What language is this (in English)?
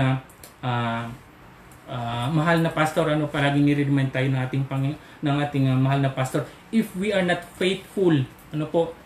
Filipino